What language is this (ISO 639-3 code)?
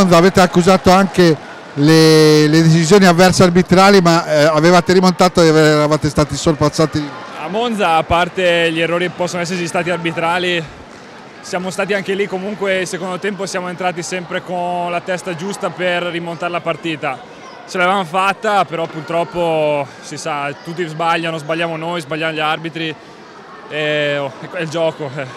ita